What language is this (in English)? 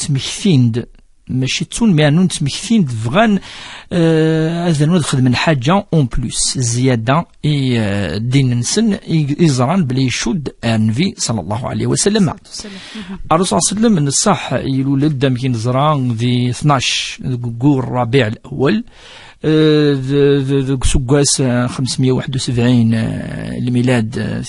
Kabyle